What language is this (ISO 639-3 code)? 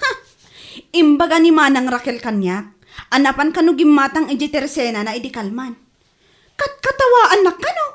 ilo